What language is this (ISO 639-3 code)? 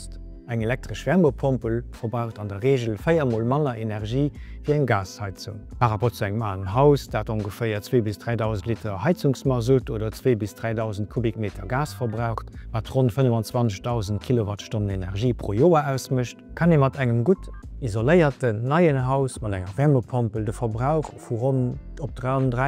ltz